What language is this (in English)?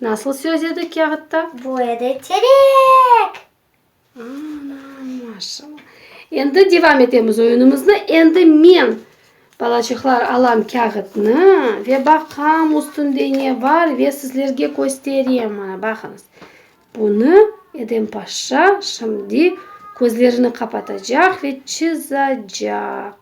Crimean Tatar